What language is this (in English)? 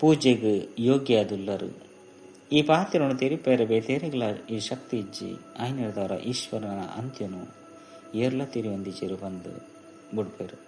Tulu